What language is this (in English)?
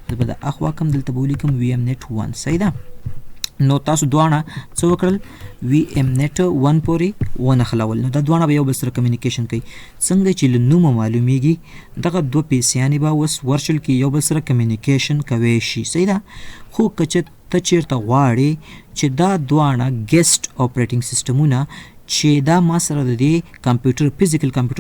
Pashto